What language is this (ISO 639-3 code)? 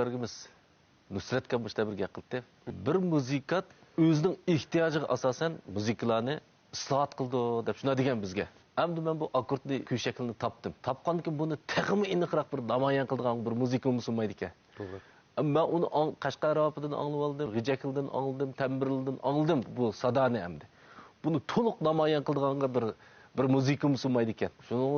uig